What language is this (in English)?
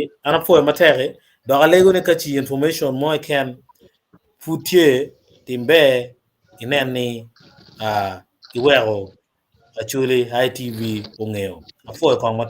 Acoli